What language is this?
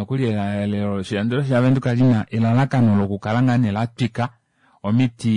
Kuanyama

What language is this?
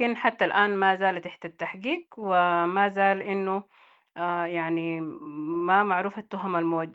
Sudanese Arabic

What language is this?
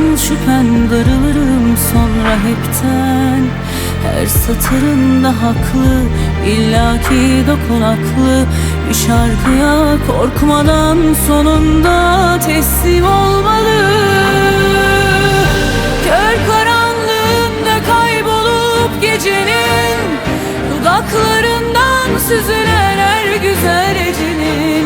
Turkish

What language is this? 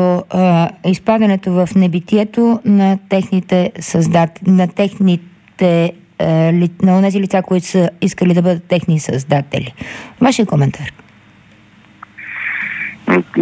Bulgarian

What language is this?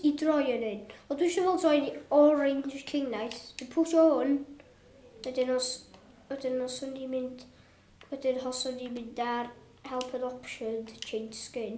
Welsh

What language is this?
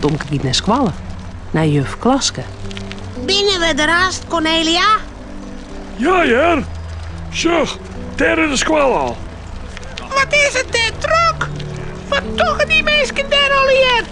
Western Frisian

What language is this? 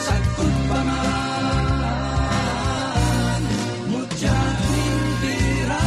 Bikol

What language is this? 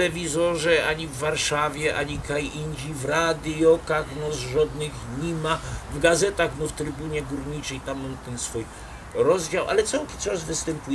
Silesian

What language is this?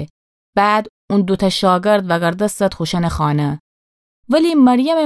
Gilaki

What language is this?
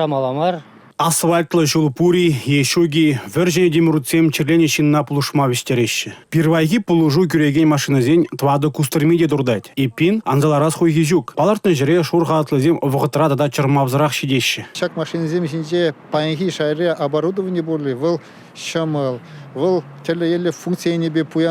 Chuvash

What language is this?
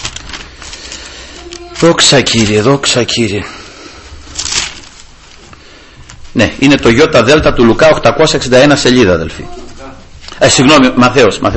Greek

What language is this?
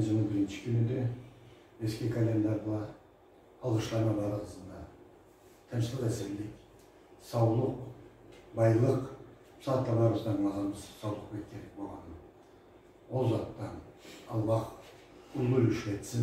Karachay-Balkar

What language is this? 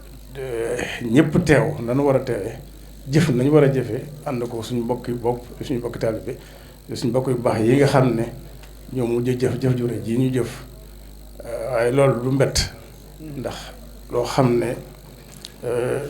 Wolof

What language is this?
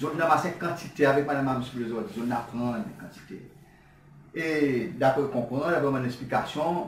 Seselwa Creole French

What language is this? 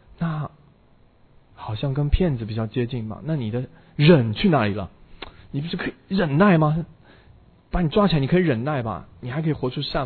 Chinese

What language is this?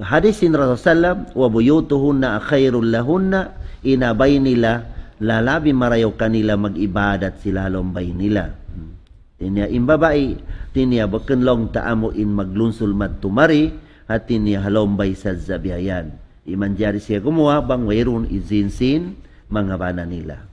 Tausug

